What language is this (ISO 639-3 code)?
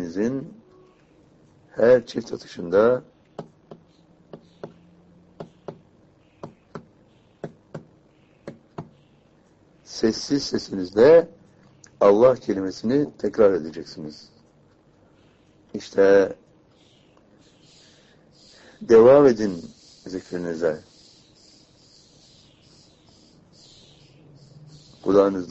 tur